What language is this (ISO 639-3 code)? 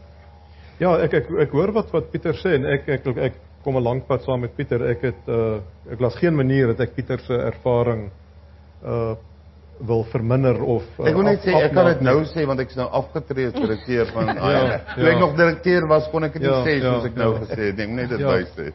afr